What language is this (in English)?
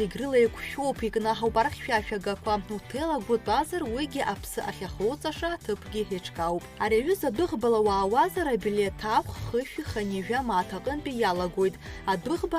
Abkhazian